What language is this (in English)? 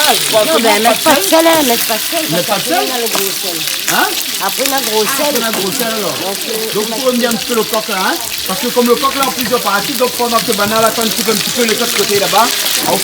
Réunion Creole French